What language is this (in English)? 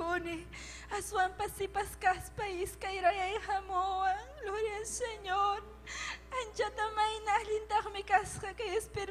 Ayacucho Quechua